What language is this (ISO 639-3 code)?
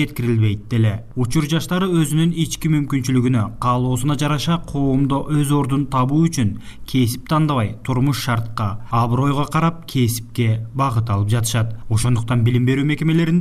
kir